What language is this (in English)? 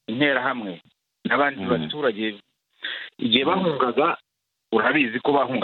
Kinyarwanda